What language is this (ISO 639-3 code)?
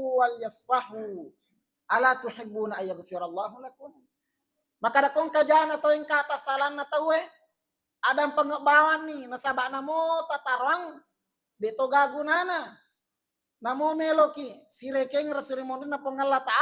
bug